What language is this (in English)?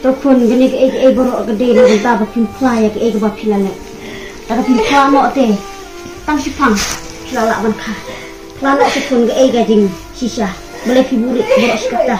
Khasi